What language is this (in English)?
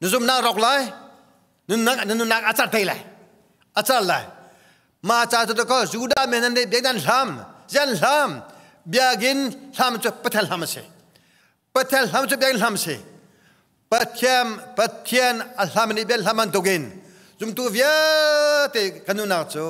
Hakha Chin